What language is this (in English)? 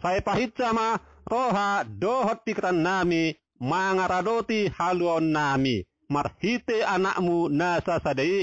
Batak Toba